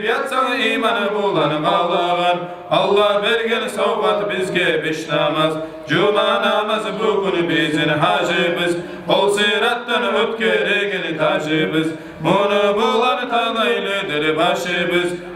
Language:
Kumyk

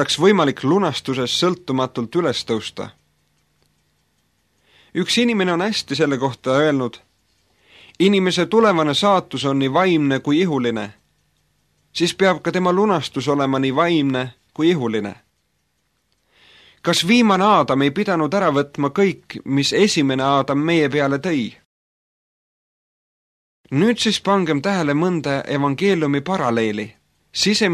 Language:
Estonian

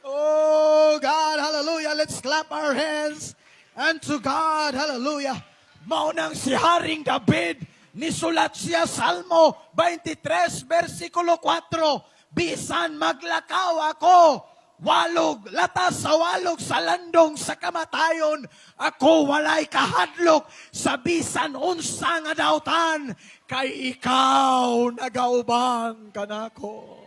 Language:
Cebuano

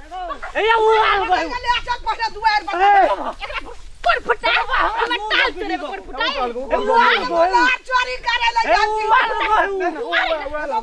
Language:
Maithili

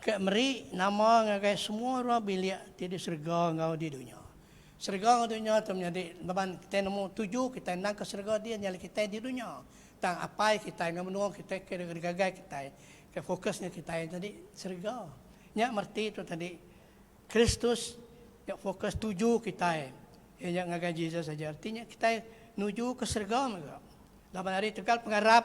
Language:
Iban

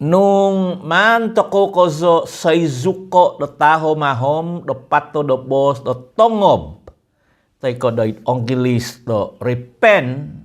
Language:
Central Dusun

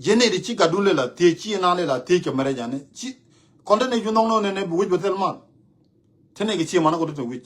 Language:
Nuer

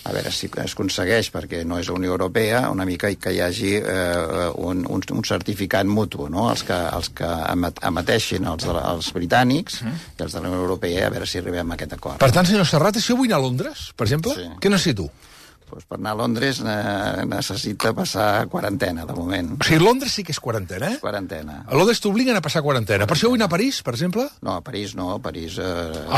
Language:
Catalan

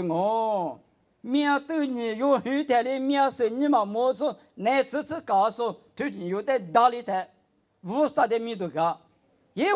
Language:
Lisu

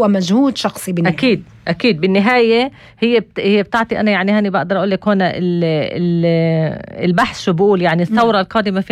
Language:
North Levantine Arabic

